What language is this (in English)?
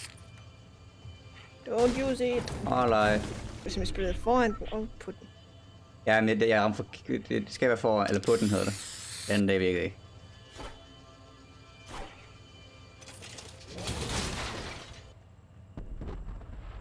Danish